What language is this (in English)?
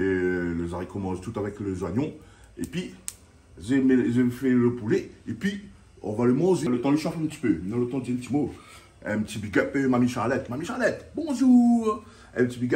Réunion Creole French